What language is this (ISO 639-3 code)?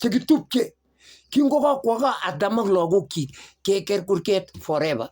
kln